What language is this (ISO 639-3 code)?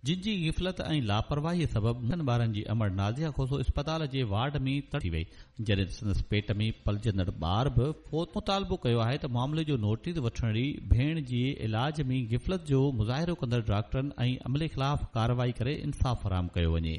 snd